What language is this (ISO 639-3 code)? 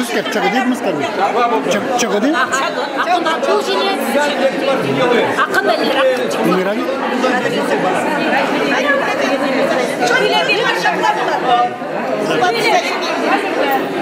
chv